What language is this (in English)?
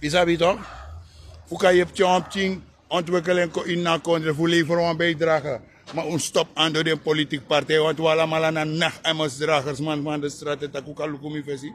Sranan Tongo